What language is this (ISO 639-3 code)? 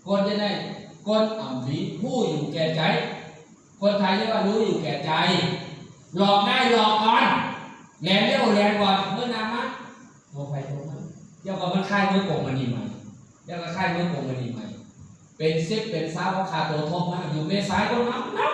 shn